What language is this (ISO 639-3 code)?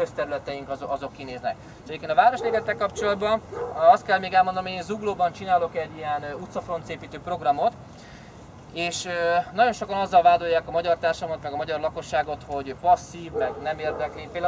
hun